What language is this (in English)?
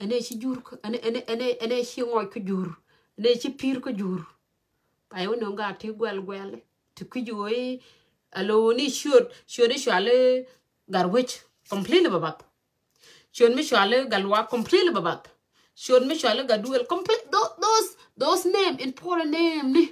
Nuer